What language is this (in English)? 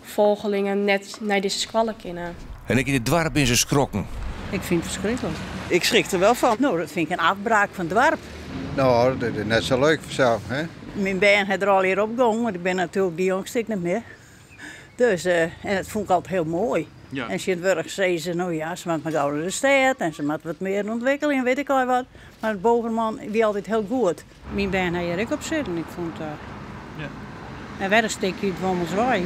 Western Frisian